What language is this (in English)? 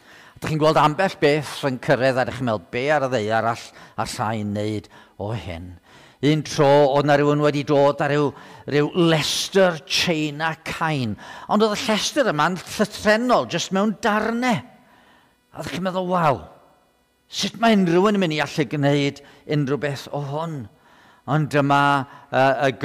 Welsh